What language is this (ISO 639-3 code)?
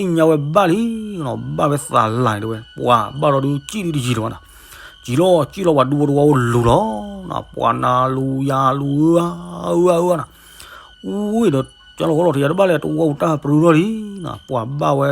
ksw